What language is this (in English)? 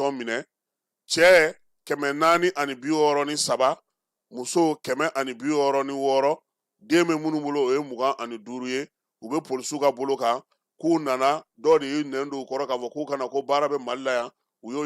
Bambara